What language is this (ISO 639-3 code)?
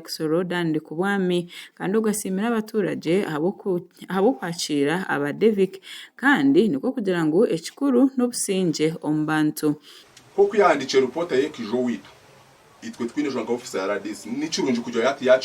nyn